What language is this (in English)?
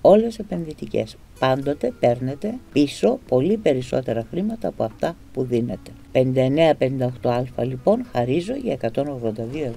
Greek